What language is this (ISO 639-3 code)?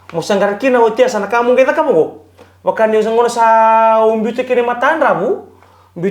fij